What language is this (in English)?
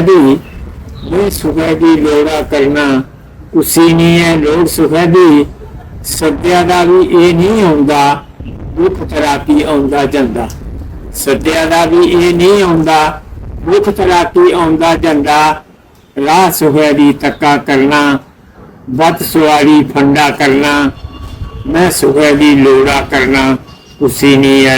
Dogri